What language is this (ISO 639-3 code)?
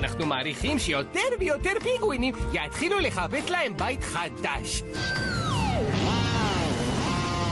heb